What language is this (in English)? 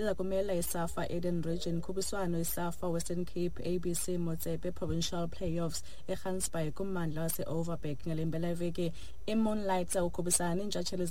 Xhosa